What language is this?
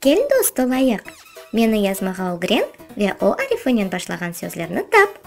Crimean Tatar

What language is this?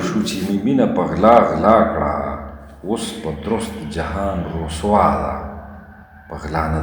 Pashto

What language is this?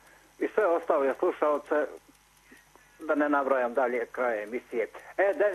Croatian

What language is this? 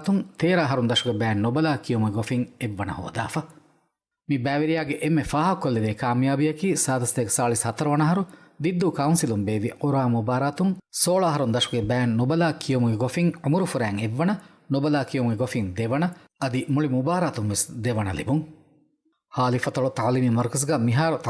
Divehi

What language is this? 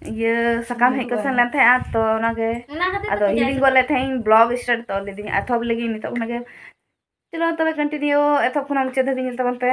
Santali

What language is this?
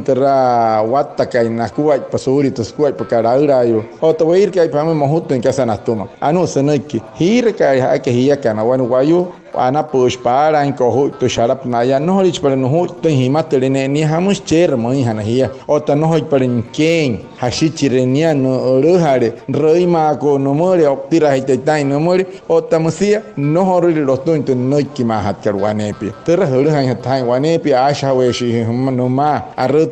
Wayuu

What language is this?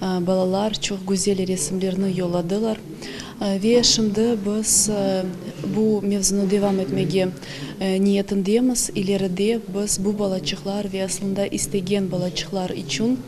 Crimean Tatar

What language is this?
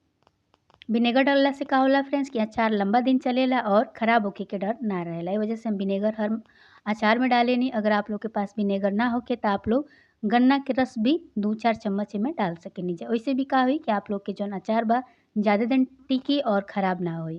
Bhojpuri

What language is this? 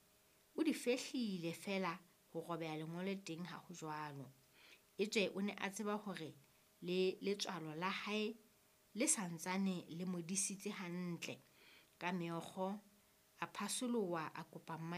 Southern Sotho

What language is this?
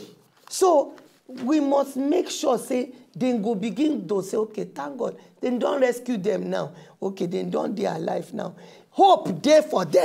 Nigerian Pidgin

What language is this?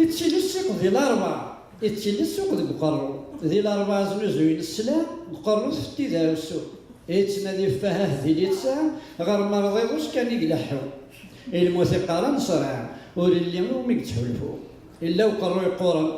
Kabyle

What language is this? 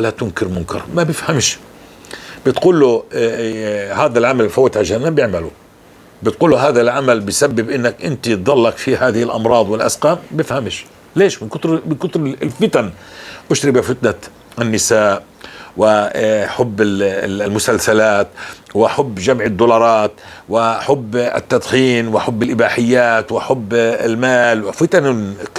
North Levantine Arabic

